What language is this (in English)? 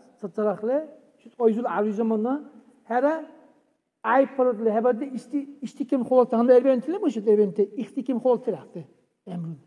Dargwa